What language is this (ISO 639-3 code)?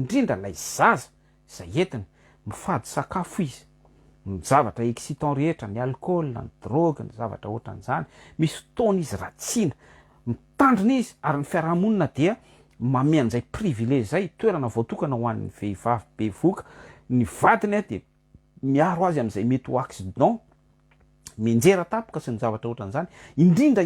mlg